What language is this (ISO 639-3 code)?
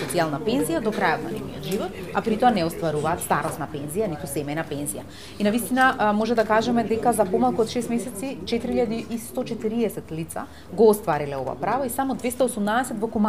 mkd